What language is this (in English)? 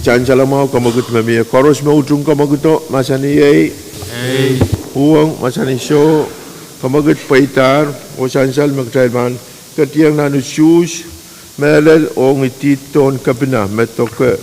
Pohnpeian